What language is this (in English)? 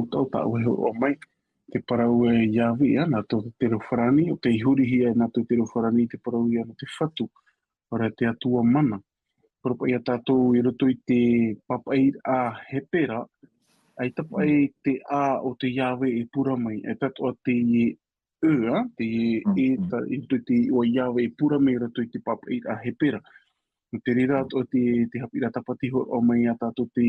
Tahitian